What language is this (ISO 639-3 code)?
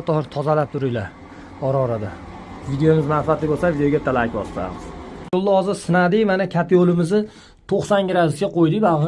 uzb